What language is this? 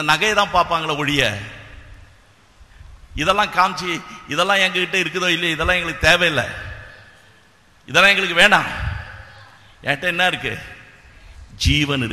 Tamil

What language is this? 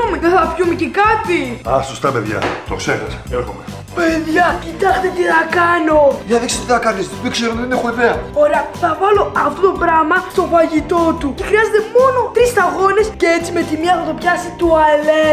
Greek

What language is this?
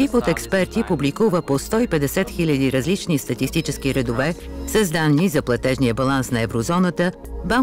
Bulgarian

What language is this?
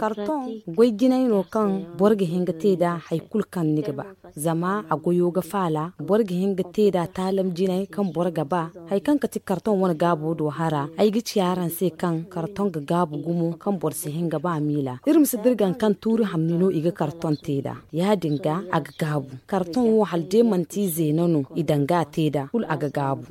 Zarma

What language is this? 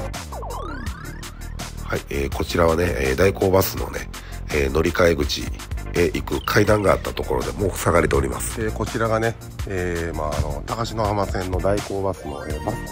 Japanese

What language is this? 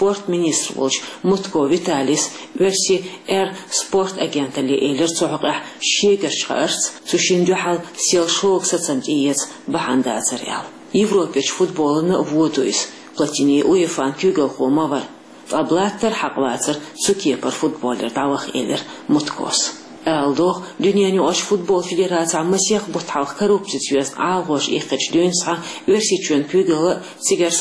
Chechen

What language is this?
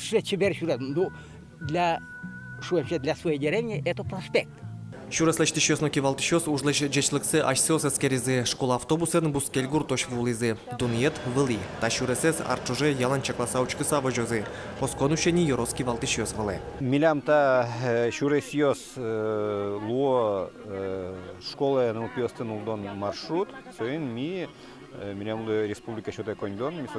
Udmurt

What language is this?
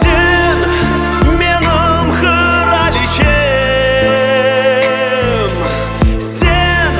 Crimean Tatar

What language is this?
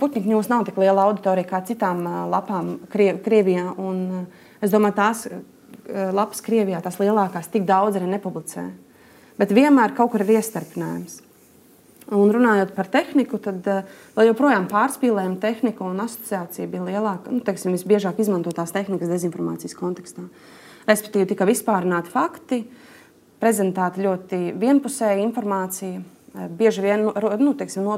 Latvian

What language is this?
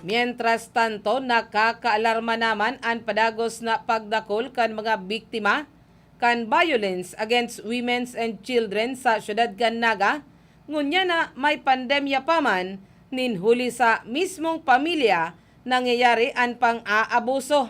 Bikol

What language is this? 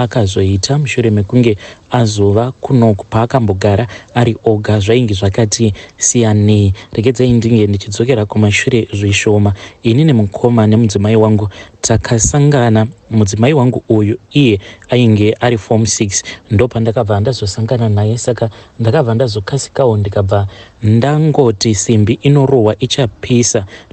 Shona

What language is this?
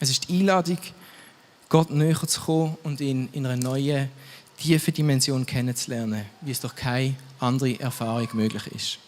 Swiss German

